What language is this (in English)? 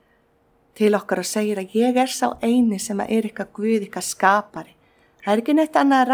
Icelandic